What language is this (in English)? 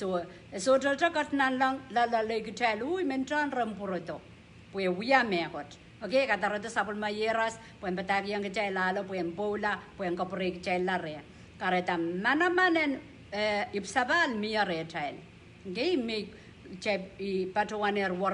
Pohnpeian